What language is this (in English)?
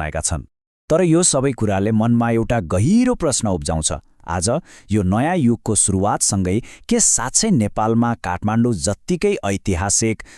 Nepali